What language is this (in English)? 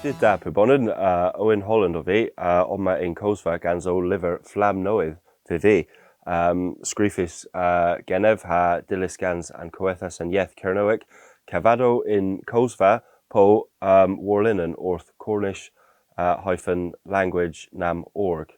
Cornish